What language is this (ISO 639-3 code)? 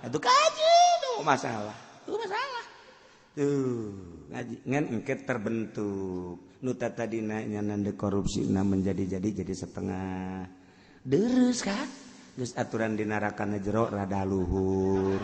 sun